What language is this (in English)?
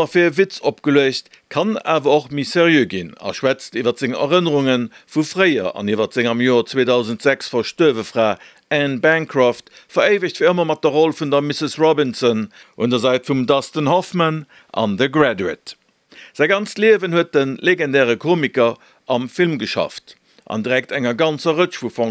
Luxembourgish